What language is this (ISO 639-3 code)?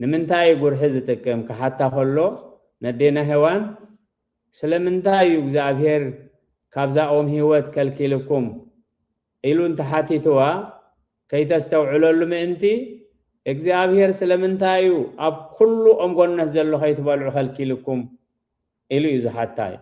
tir